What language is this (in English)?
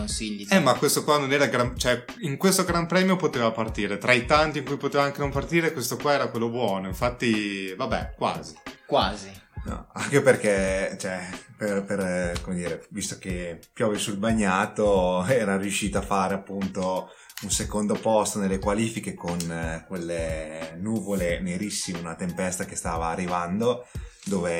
Italian